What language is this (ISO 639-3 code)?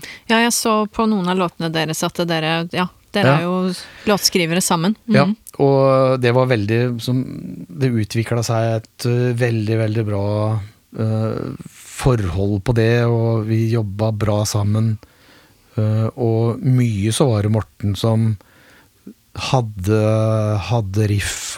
nor